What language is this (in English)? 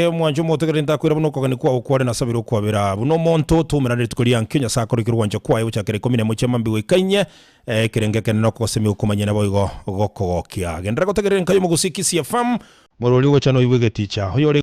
Gusii